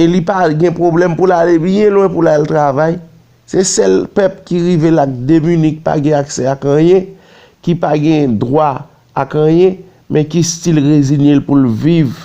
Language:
Haitian Creole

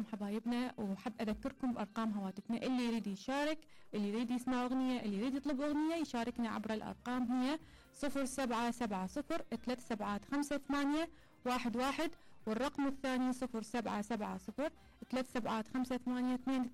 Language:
Mesopotamian Arabic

